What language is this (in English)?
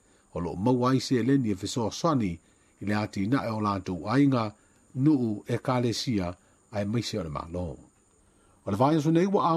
Samoan